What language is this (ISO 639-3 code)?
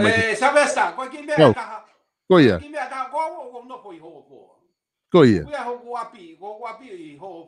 ton